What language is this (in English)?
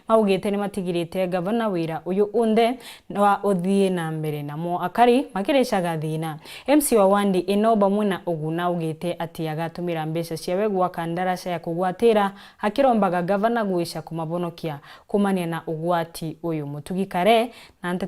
Meru